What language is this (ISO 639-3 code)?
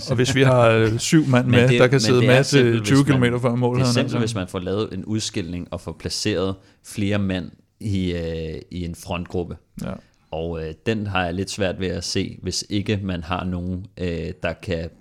dan